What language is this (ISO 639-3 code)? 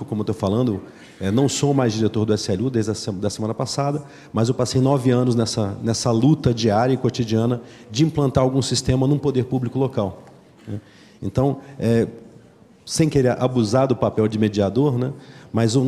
por